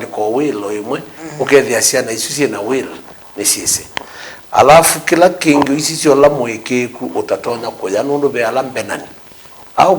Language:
Kamba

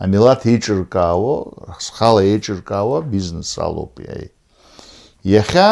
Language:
Abkhazian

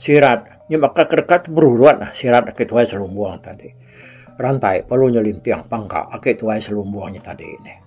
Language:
Iban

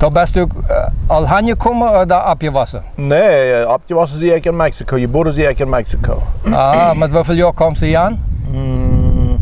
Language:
Plautdietsch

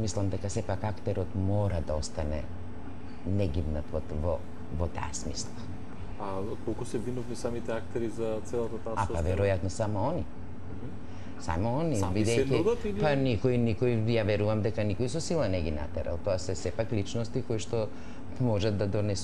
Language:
Macedonian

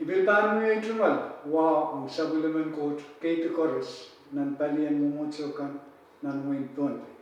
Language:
Pohnpeian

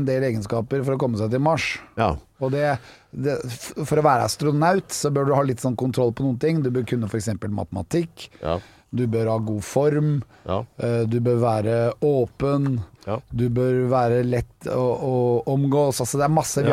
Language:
Norwegian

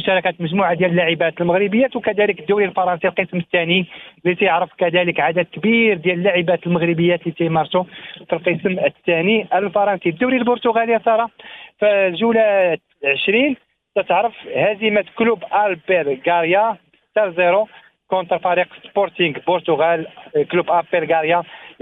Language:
Moroccan Arabic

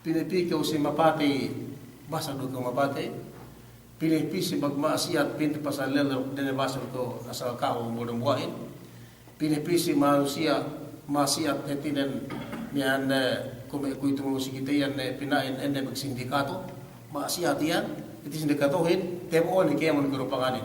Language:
Yakan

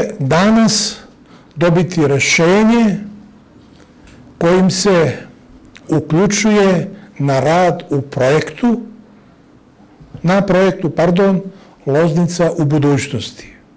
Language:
Serbian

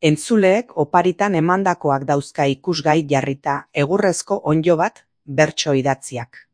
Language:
Basque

